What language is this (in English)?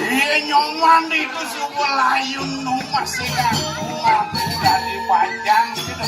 Balinese